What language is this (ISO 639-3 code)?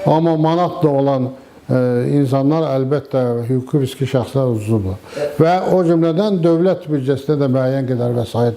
aze